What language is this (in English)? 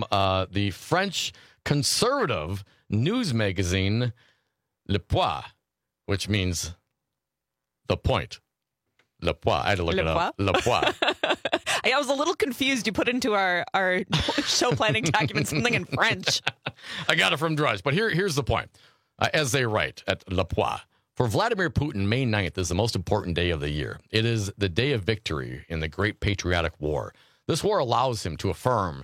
English